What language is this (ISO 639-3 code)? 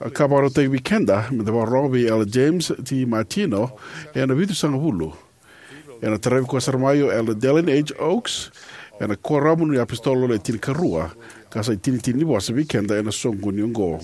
fij